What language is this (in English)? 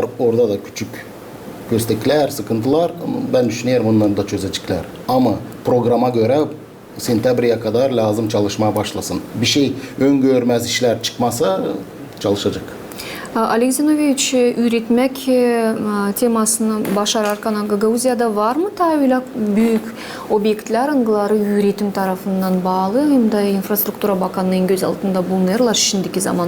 Gagauz